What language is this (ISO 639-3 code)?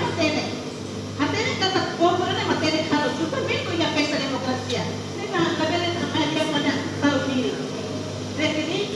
tet